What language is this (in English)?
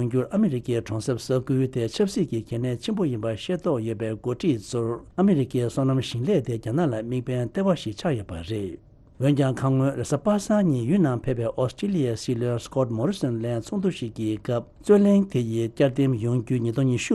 Tibetan